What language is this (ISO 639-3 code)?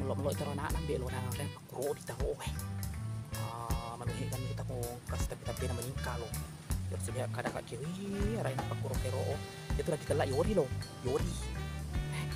bug